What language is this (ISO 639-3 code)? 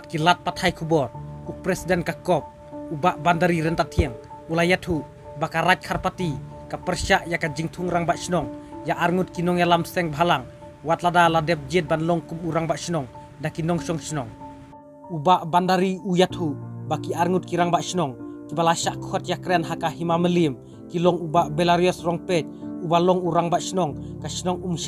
kha